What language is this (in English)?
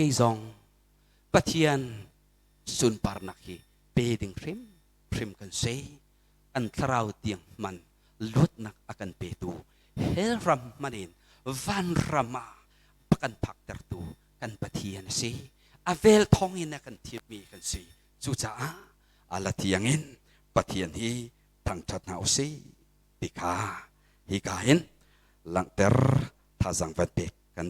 Hakha Chin